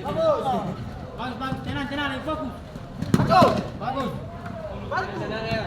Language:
Ambonese Malay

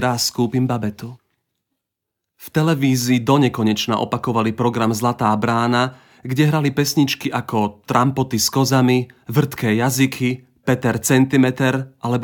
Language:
Slovak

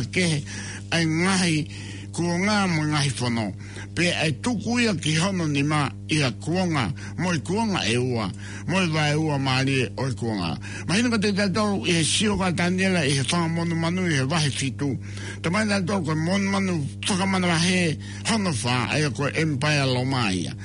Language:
Tongan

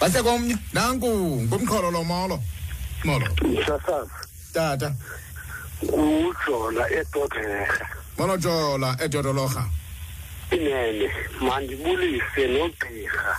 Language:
Xhosa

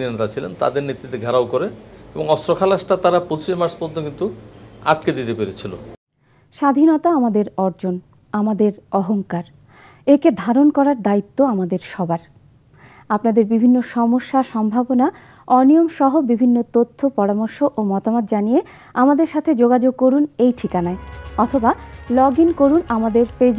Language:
Bangla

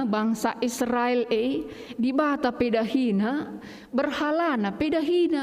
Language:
Batak Karo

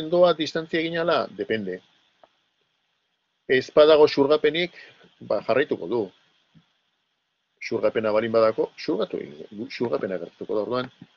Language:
Basque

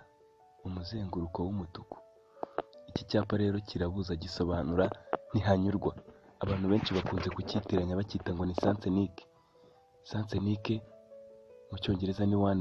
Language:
Kinyarwanda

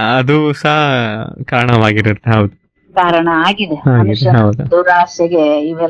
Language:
Kannada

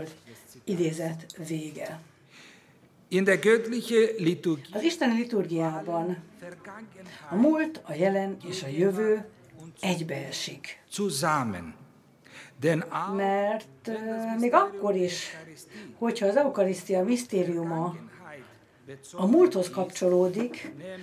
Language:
Hungarian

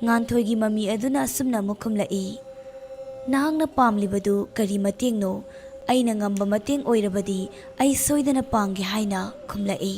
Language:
Manipuri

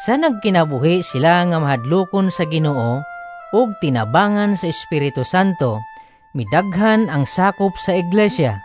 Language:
Cebuano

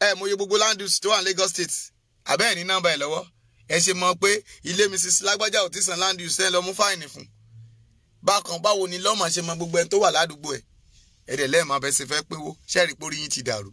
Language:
Yoruba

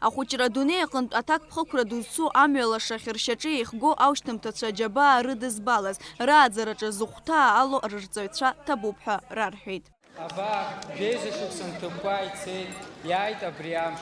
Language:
Abkhazian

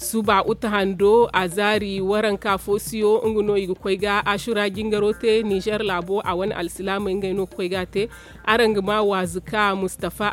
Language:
Zarma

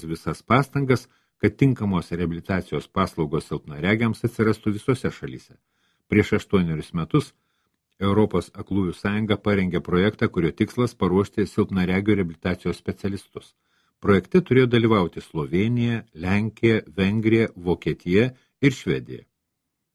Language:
Lithuanian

